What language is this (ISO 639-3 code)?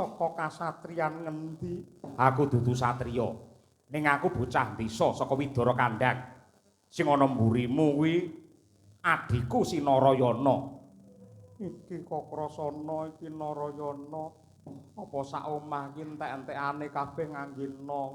jav